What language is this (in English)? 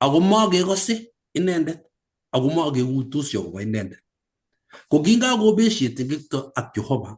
Kalenjin